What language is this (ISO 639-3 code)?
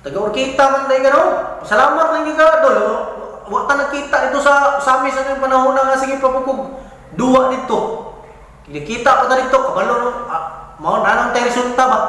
ceb